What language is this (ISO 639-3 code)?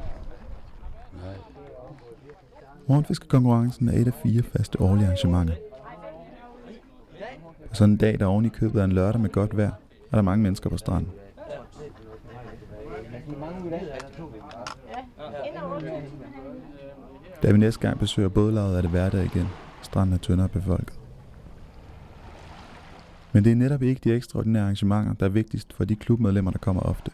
dan